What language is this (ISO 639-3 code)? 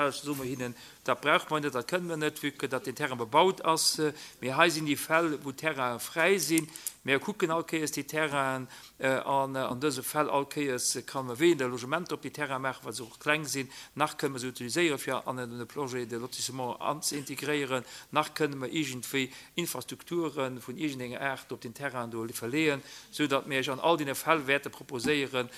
ltz